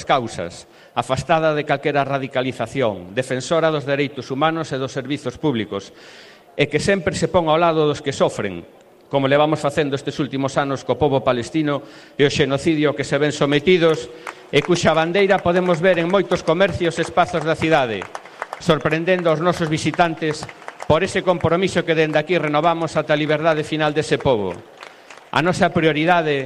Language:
Galician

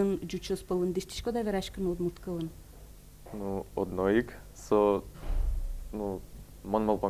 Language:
Udmurt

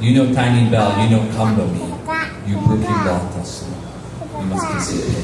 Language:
Tok Pisin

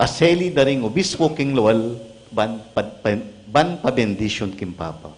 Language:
Pampanga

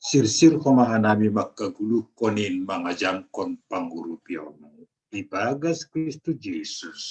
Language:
Batak Simalungun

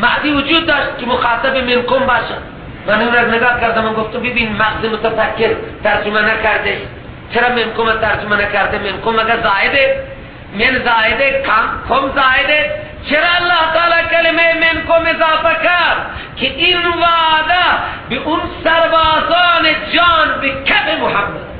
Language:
Persian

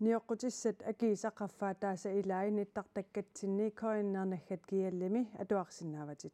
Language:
Kalaallisut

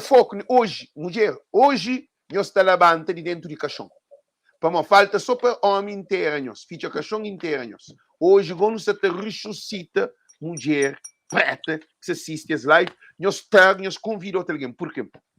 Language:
Kabuverdianu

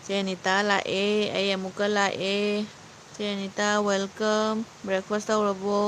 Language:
Manipuri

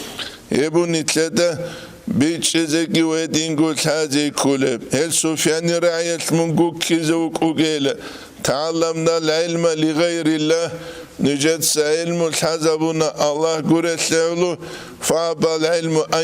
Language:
Avaric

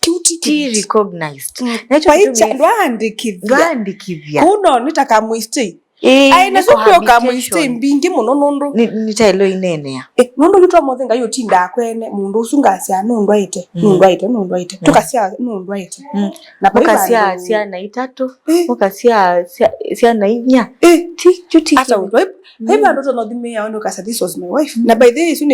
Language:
Kamba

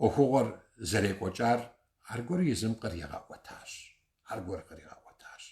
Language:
Kabardian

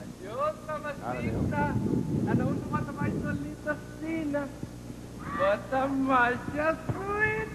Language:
Papiamento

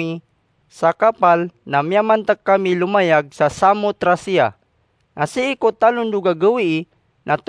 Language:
Maranao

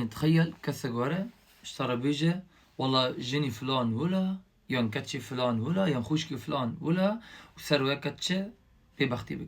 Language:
Kurdish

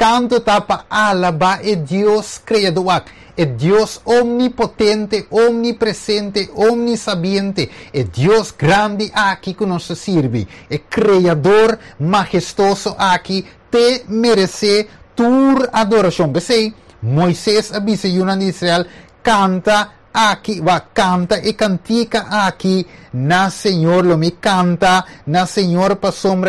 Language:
Papiamento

